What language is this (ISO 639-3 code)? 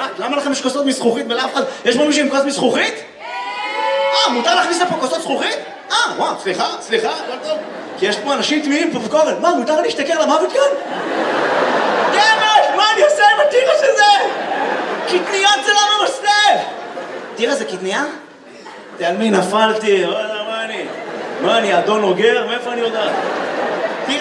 heb